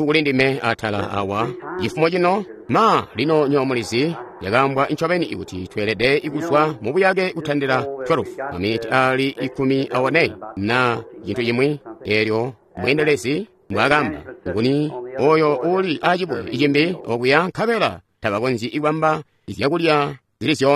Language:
Tonga (Zambia)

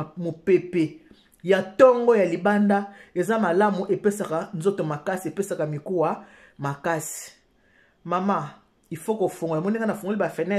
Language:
Lingala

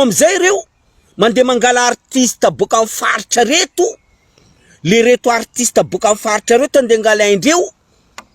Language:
Malagasy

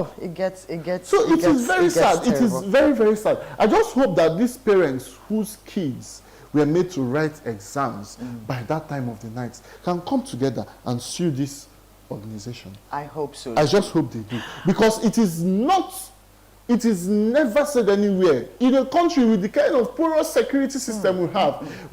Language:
Igbo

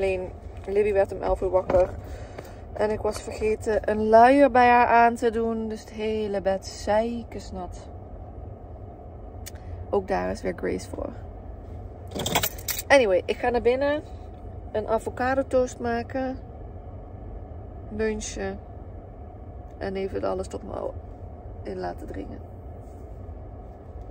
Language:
Dutch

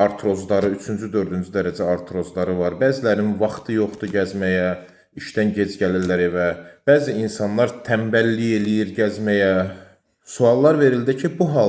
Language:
Azerbaijani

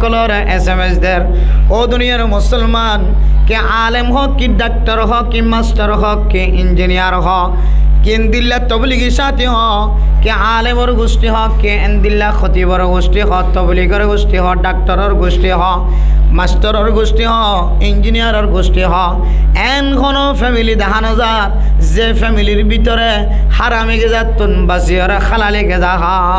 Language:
Rohingya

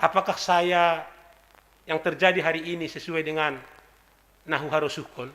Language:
Batak Simalungun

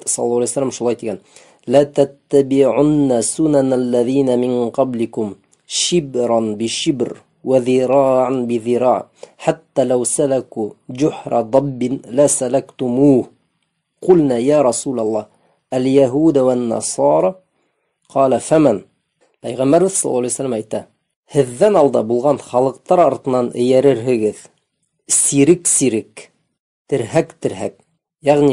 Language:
Bashkir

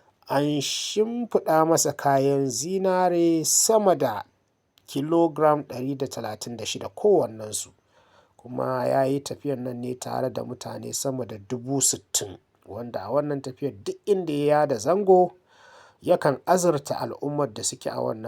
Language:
Hausa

